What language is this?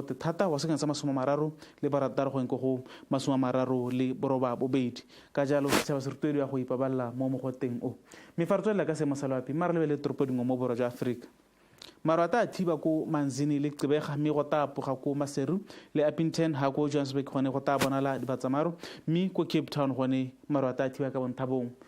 Tswana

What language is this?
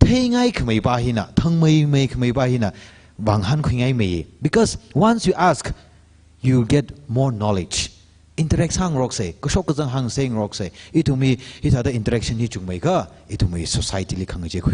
Tangkhul Naga (India)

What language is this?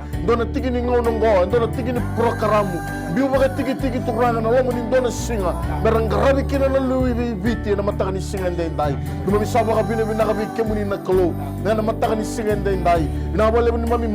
Fijian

